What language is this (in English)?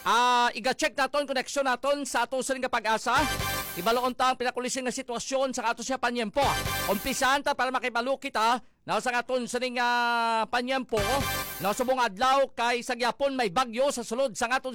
Hiligaynon